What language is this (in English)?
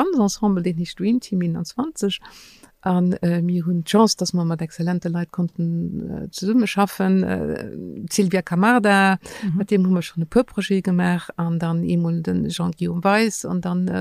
Luxembourgish